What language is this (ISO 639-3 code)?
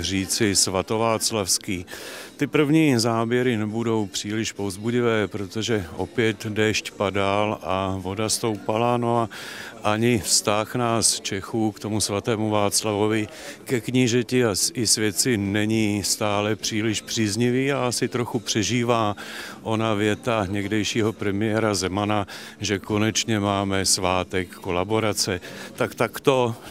ces